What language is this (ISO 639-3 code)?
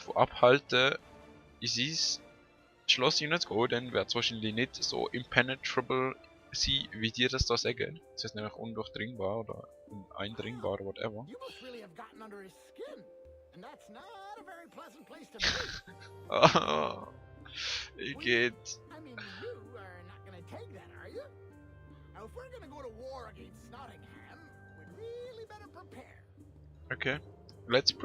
gsw